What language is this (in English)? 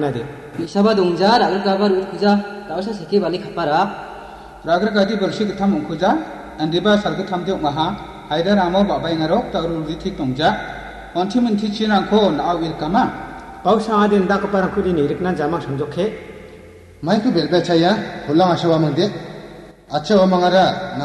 Garo